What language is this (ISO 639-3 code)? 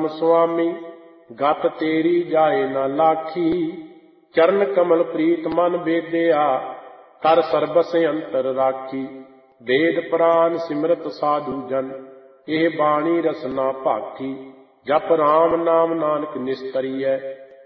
pan